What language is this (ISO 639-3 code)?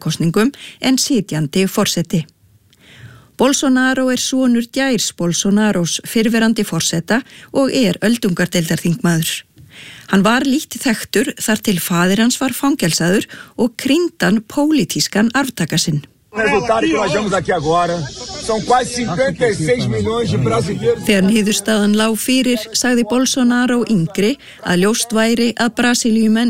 isl